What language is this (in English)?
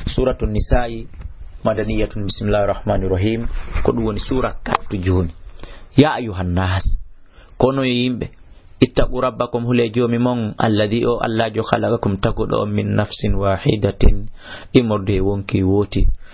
Fula